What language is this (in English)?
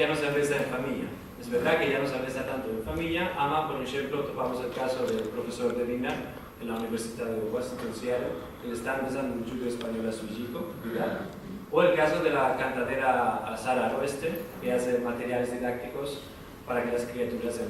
Ladino